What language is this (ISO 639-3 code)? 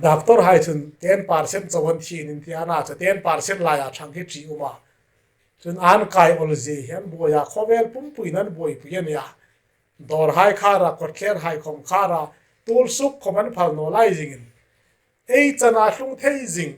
hmr